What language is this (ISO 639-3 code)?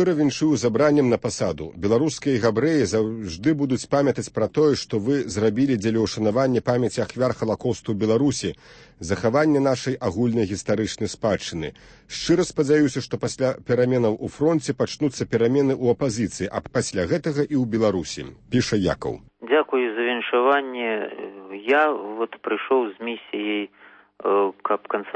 bel